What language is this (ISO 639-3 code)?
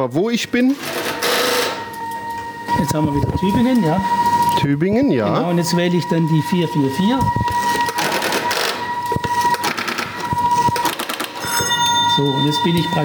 deu